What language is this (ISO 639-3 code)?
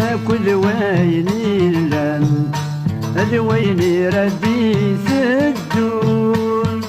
kab